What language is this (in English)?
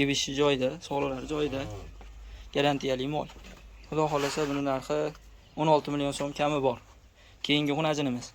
Uzbek